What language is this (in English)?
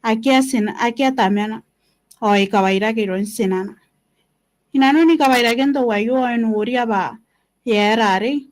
Gilbertese